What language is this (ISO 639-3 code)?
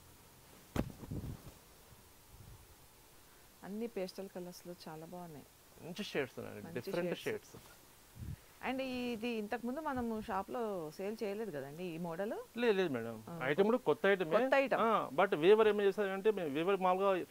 tel